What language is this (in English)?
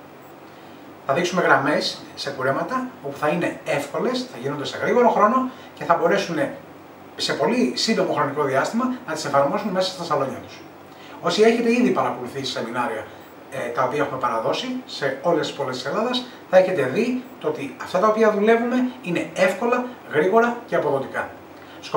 Greek